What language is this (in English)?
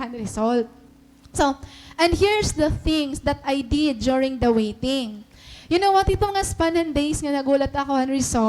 Waray